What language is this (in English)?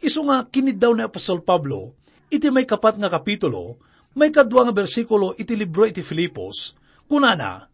Iloko